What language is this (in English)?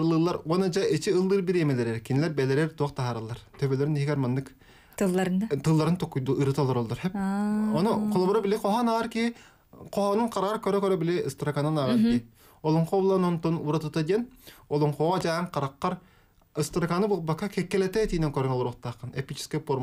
Yakut